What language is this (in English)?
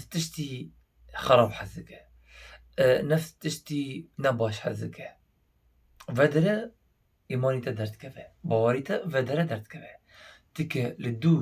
Kurdish